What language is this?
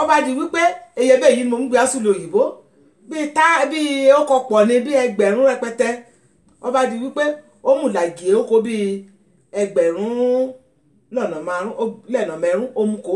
Yoruba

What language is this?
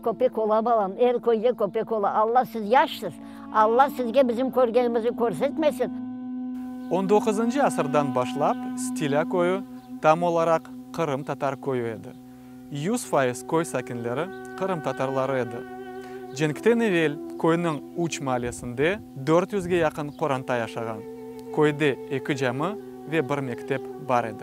Crimean Tatar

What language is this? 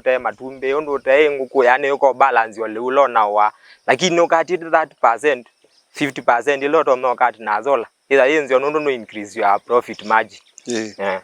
Kamba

